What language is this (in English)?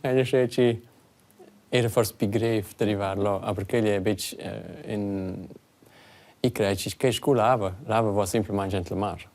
Romansh